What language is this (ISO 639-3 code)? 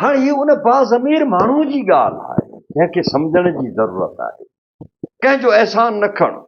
snd